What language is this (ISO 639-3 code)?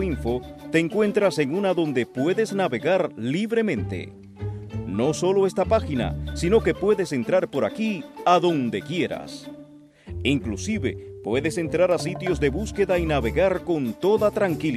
spa